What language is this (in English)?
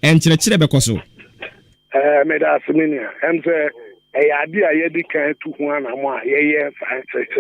Akan